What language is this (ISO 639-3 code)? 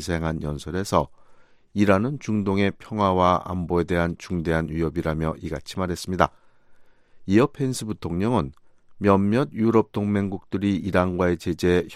kor